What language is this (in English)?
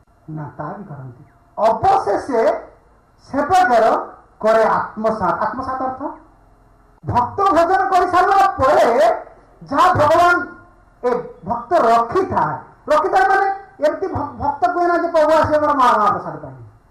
Odia